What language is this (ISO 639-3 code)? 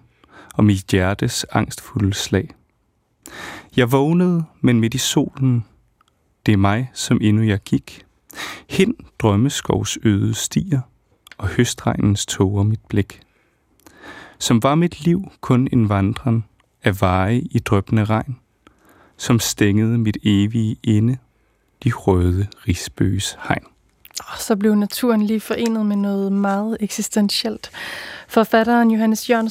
dan